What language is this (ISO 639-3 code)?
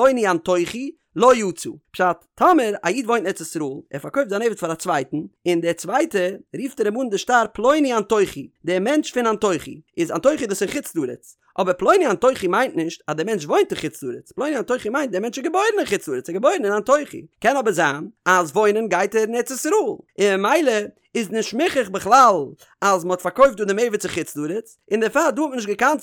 yid